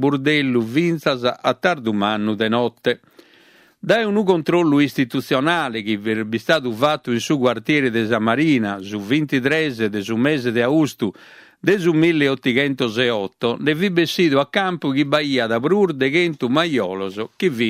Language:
Sardinian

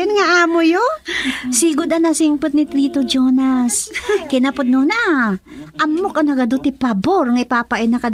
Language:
Iloko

